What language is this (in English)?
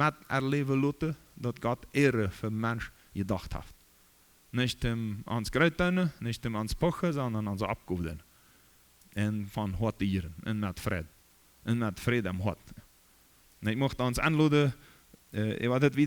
Plautdietsch